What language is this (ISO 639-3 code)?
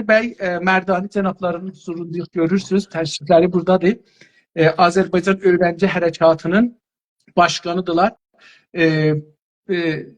azb